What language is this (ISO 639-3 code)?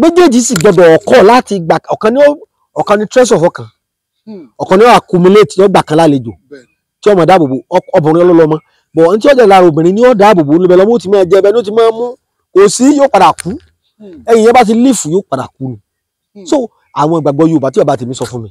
yor